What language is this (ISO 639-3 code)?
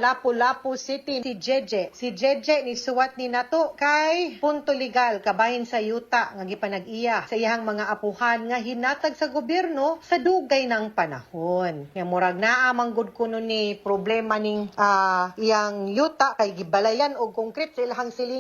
ceb